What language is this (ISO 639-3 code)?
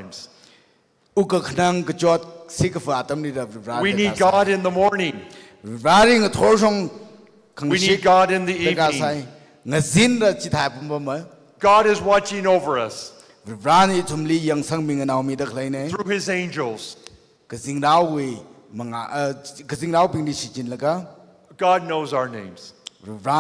nmf